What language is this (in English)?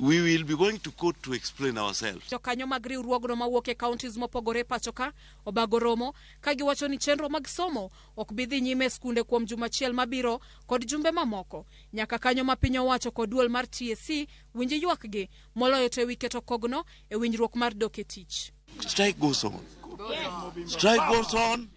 Luo (Kenya and Tanzania)